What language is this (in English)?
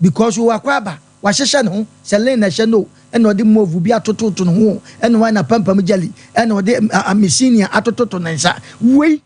Akan